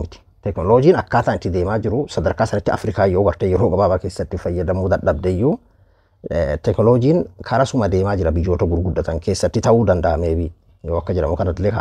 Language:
Oromo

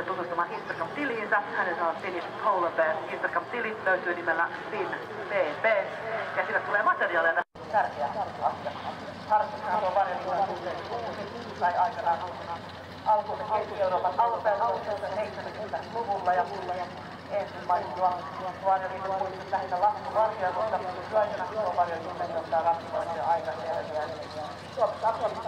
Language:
Finnish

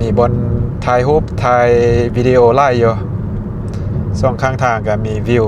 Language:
Lao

